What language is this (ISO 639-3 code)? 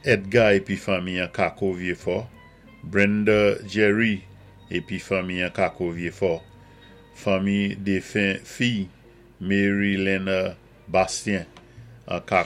acf